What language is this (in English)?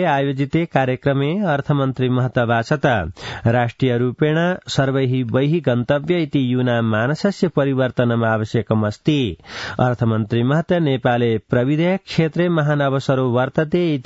Sanskrit